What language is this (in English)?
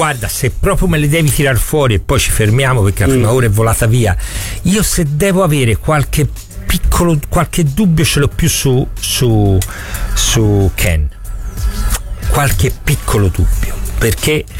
Italian